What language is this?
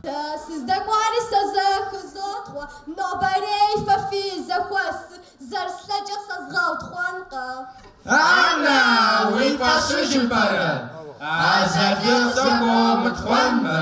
Kabardian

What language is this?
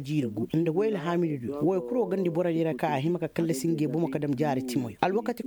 Koyraboro Senni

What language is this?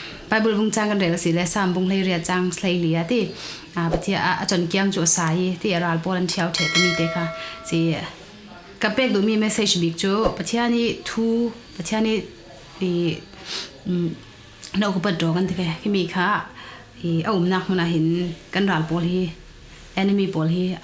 Falam Chin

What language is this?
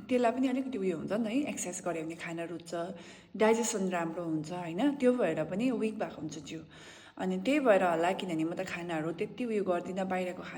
Nepali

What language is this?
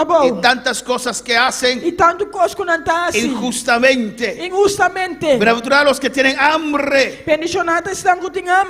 Papiamento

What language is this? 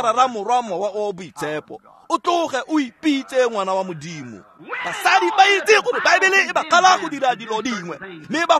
Tswana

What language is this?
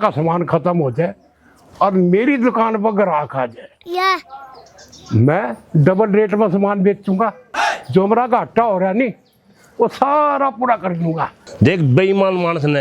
Haryanvi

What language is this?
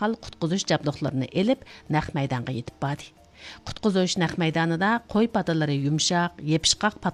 Uyghur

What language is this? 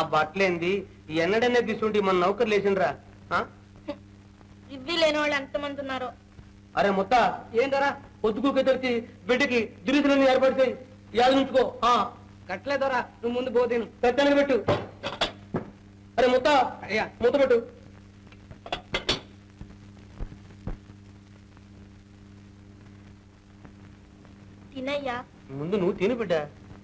Telugu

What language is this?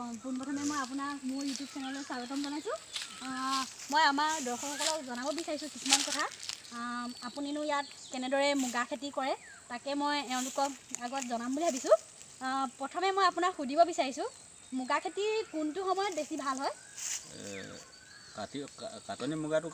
Assamese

